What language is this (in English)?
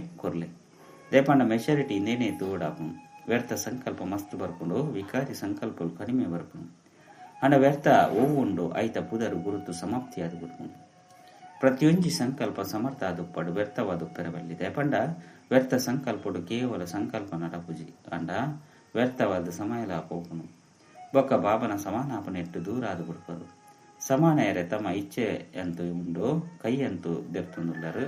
Tulu